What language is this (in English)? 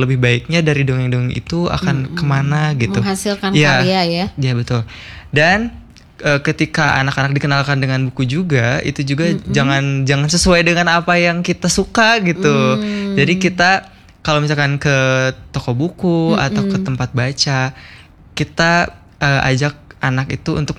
Indonesian